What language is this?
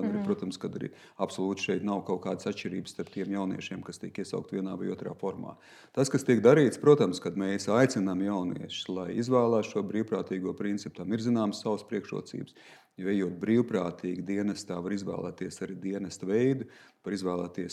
Latvian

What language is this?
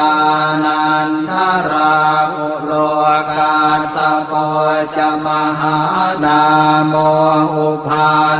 Pali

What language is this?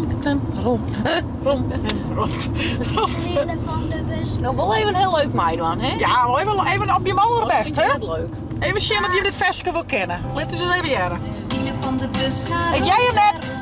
Western Frisian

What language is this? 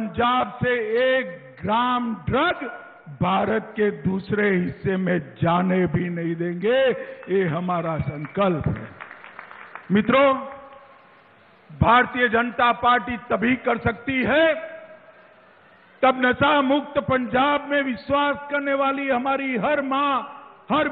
Hindi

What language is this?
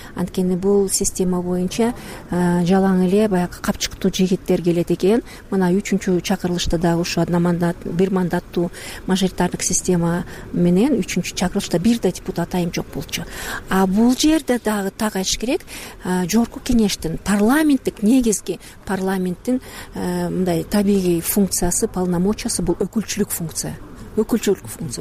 Kyrgyz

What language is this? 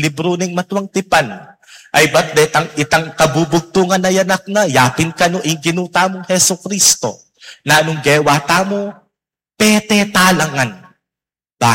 Pampanga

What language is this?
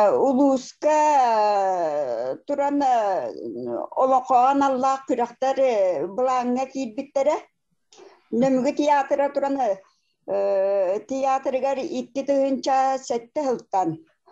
Yakut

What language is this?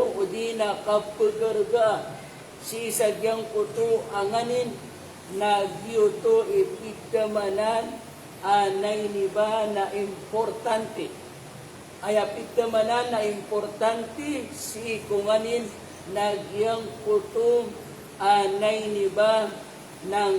Maranao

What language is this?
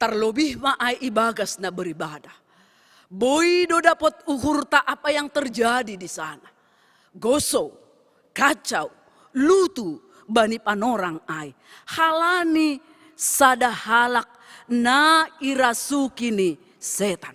Batak Simalungun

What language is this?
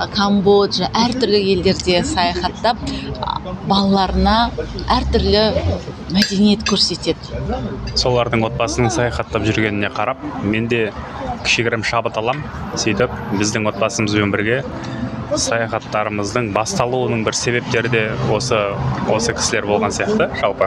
Kazakh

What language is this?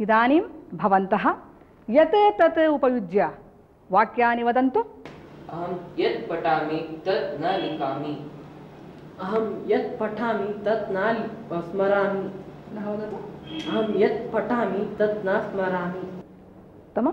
Sanskrit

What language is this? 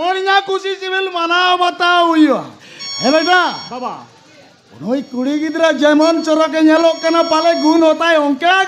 Santali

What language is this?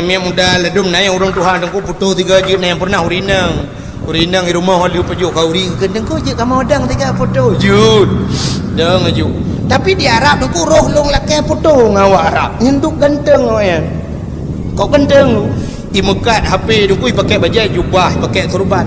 Achinese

